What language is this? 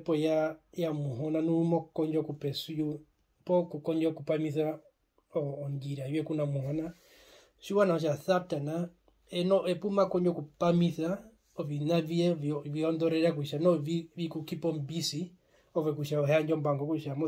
Herero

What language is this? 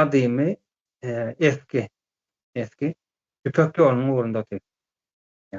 Turkmen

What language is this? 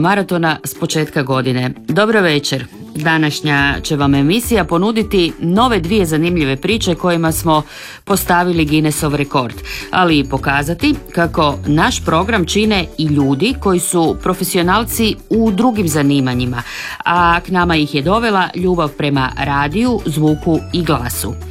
Croatian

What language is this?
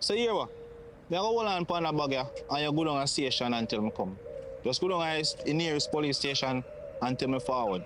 Jamaican Creole English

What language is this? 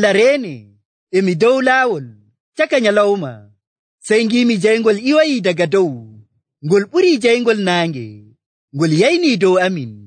Nigerian Fulfulde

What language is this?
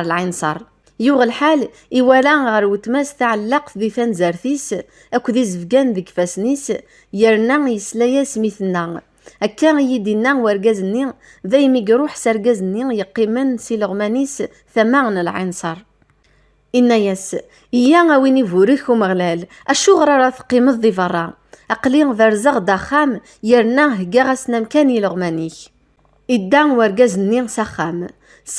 Kabyle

